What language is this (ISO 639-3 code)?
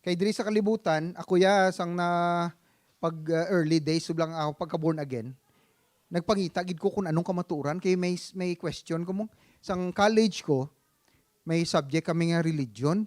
hil